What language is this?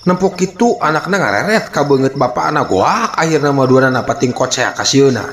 Sundanese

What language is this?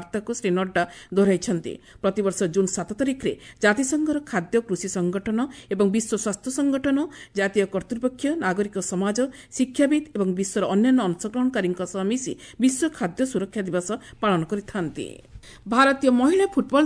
Odia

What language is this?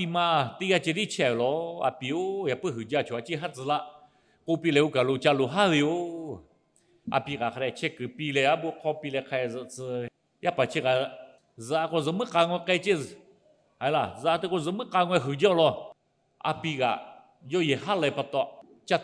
Lahu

